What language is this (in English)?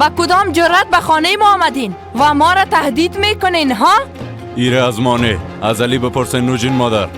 Persian